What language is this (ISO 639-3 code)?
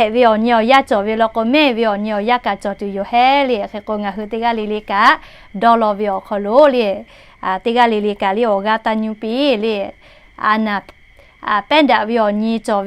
lhu